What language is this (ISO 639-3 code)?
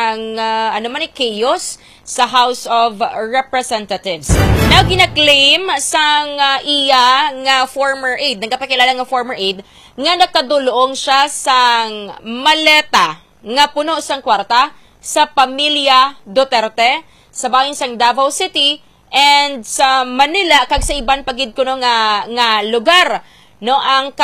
hil